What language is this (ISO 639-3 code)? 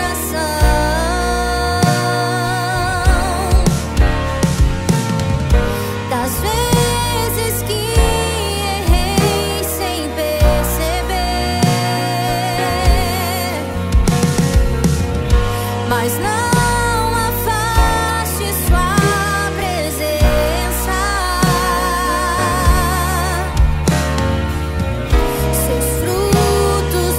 por